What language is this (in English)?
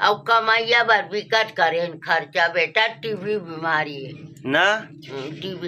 Chhattisgarhi